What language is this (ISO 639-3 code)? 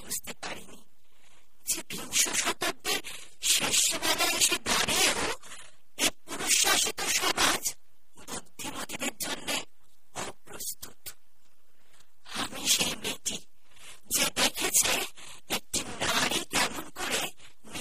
ben